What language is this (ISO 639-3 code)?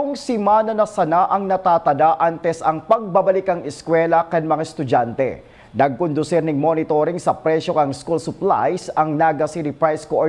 bik